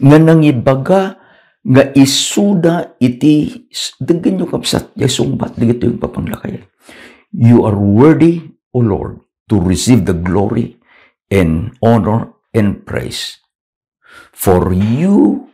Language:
Iloko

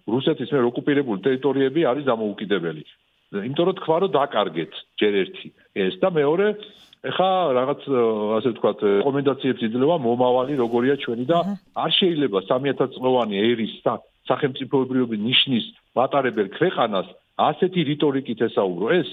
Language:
Georgian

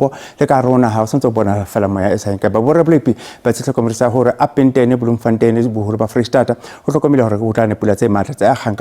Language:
Southern Sotho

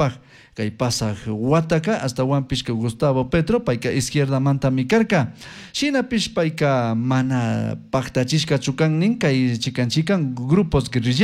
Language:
Chimborazo Highland Quichua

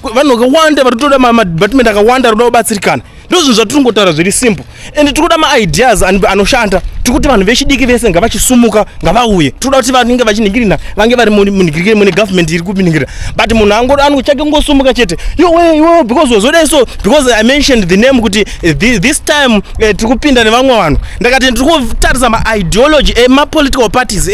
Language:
Shona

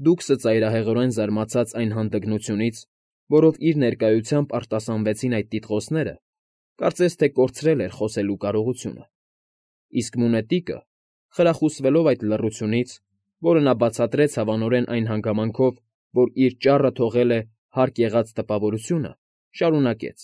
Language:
Armenian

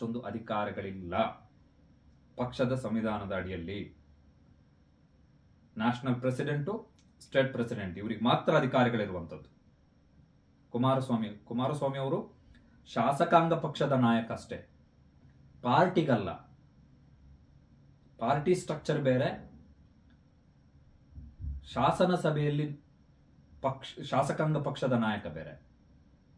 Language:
Kannada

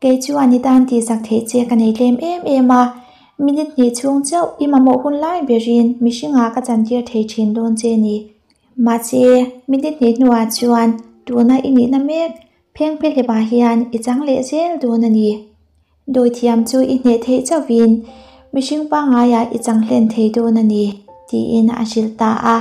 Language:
Mizo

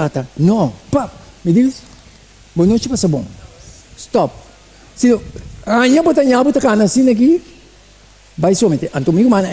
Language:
Papiamento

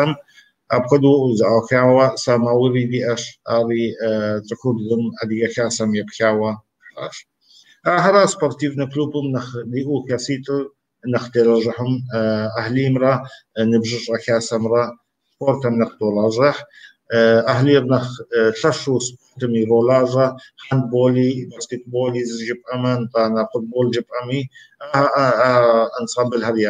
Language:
Kabardian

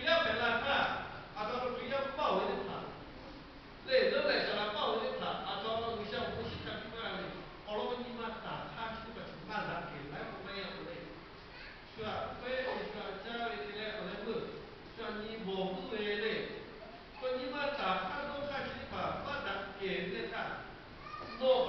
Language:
Lahu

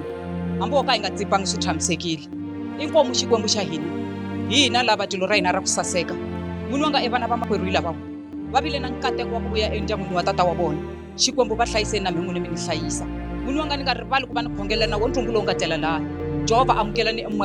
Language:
Tsonga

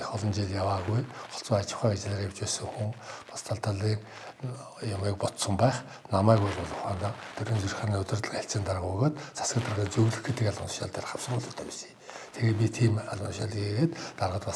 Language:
Mongolian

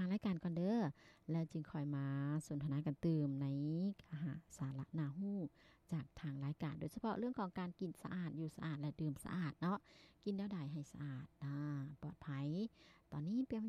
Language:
Lao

